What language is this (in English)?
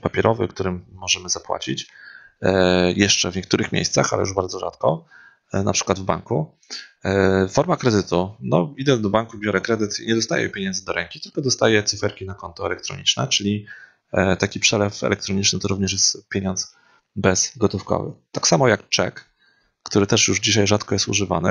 Polish